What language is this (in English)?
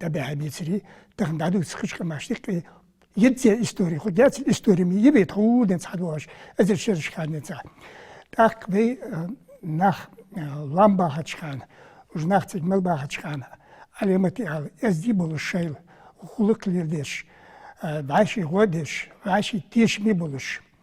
Ingush